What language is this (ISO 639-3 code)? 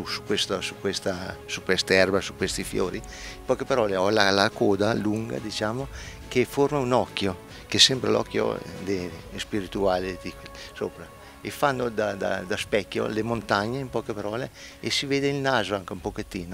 ita